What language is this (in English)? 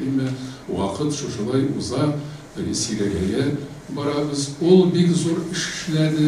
Tatar